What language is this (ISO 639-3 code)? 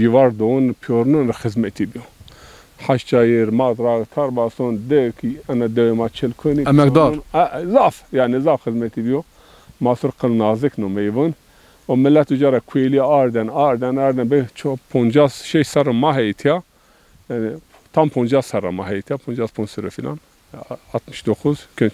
zza